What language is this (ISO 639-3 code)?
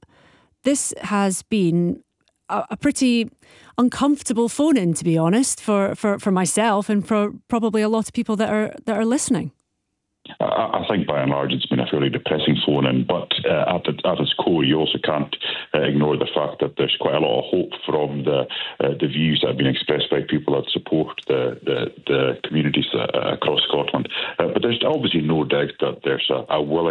eng